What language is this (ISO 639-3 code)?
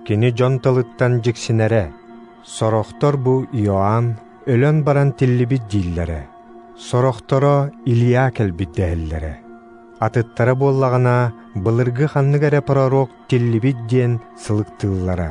sah